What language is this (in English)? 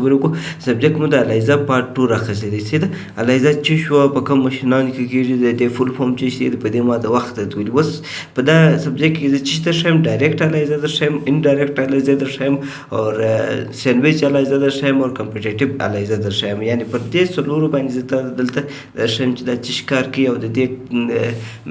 Pashto